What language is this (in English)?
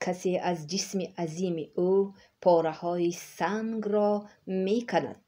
Tajik